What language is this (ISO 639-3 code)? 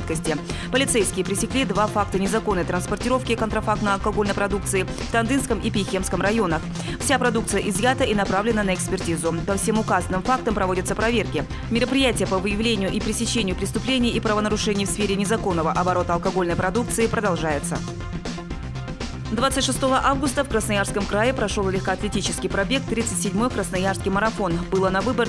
rus